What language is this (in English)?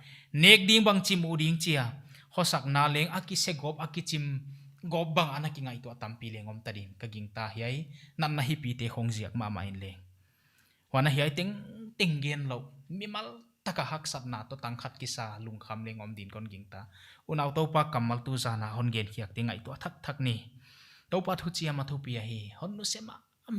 Paite Chin